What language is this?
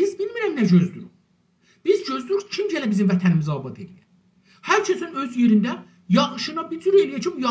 South Azerbaijani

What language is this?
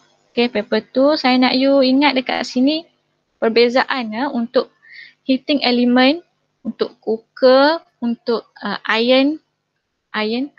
Malay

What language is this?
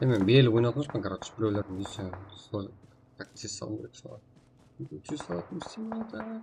Kara-Kalpak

